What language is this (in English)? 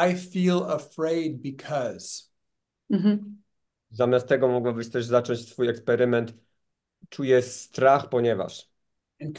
Polish